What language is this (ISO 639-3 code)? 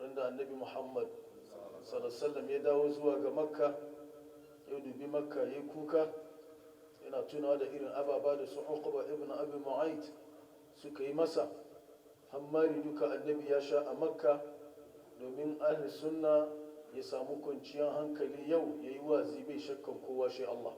hau